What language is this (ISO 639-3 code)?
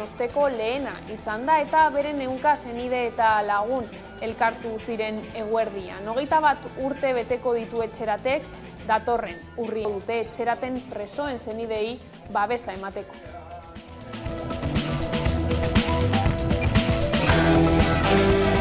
eus